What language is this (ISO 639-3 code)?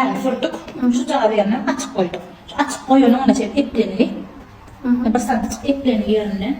tuk